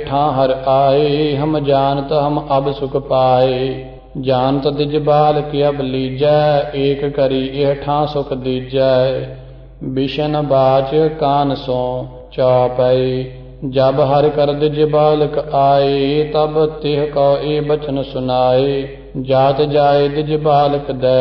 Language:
Punjabi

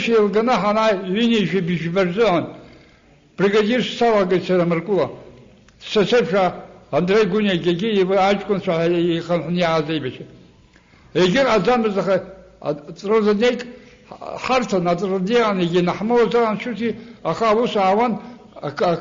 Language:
Abkhazian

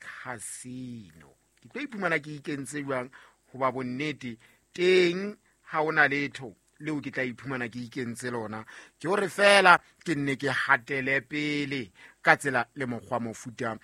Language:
Southern Sotho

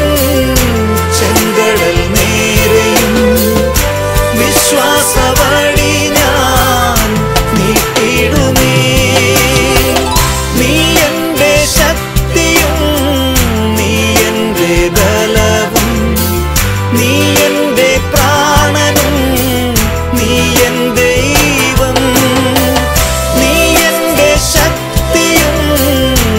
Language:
Malayalam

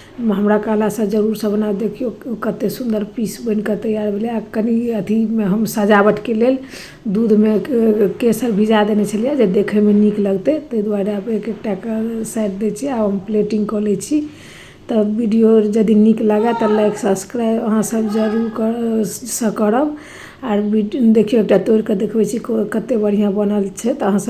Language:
Maithili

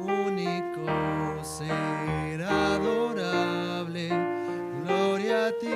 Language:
Aymara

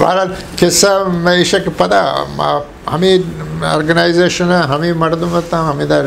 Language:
Eastern Balochi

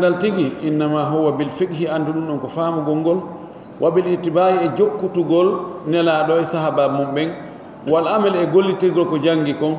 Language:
Pular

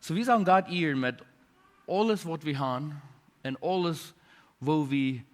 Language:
Plautdietsch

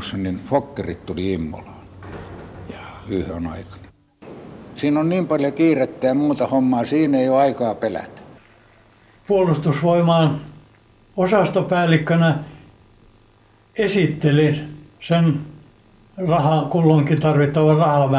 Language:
Finnish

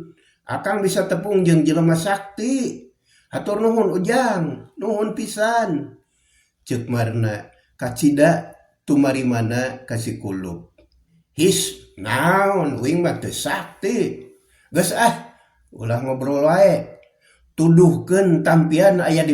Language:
Sundanese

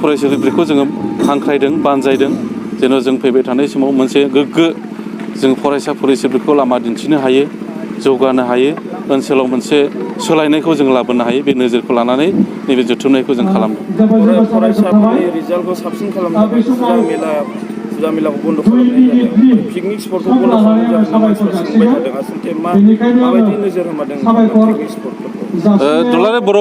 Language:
Bodo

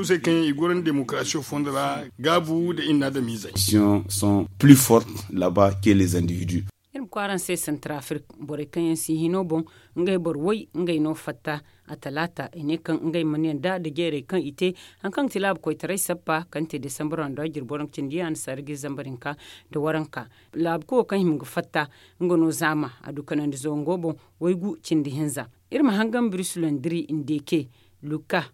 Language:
Zarma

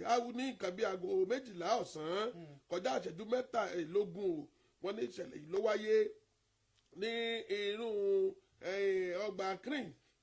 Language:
Yoruba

